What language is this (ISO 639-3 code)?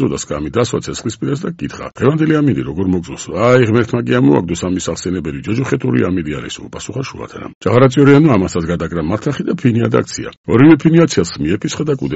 kat